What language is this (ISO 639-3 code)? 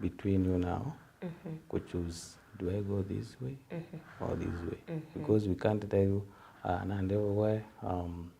mer